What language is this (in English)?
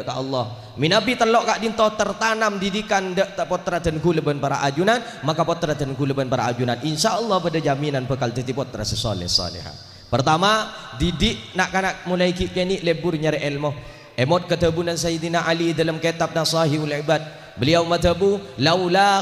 Madurese